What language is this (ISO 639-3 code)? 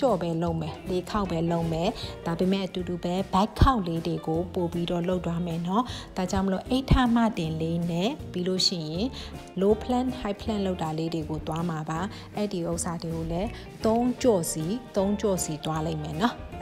mya